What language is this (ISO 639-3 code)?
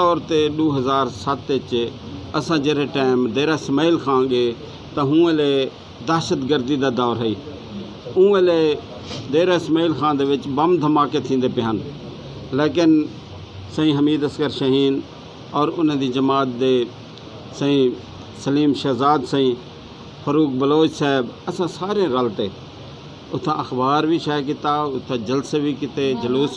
skr